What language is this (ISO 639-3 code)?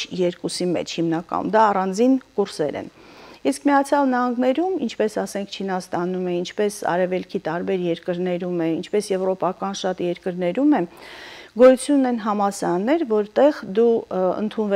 hye